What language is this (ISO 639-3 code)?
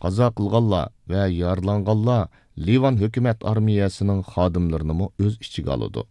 uig